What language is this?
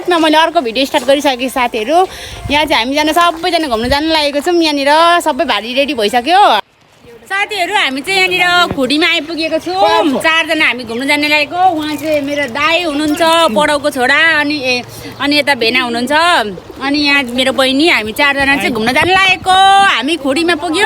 Nepali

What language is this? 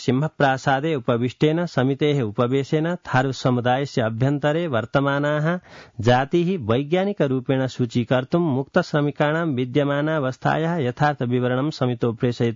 Sanskrit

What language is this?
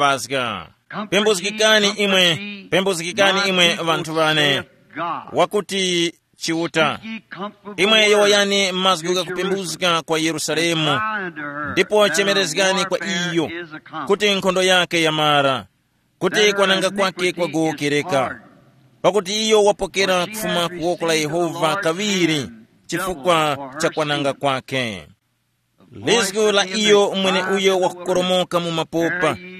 Tumbuka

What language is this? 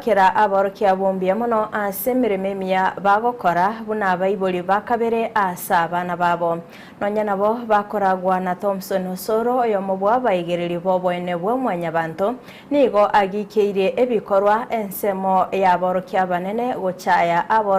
Gusii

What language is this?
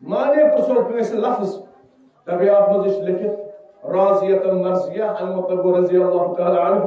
Kashmiri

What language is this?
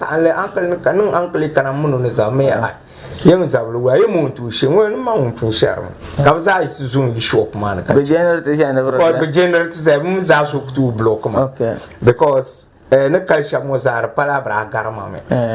Dagbani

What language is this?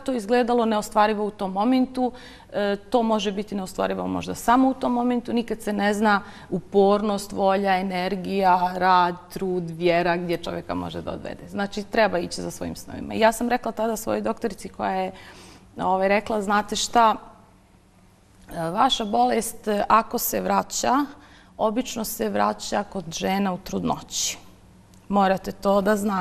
Bosnian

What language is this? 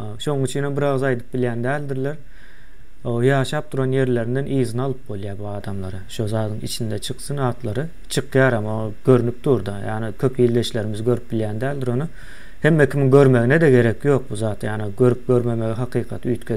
Turkmen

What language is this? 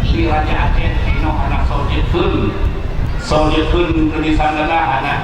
Achinese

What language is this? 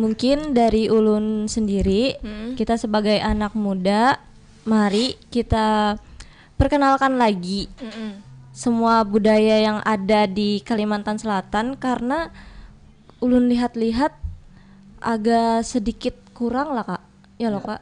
Banjar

